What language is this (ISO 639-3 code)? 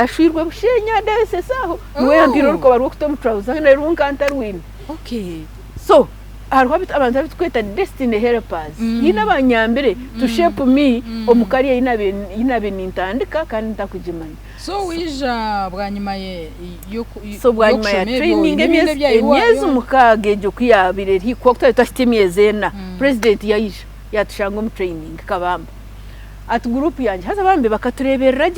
nyn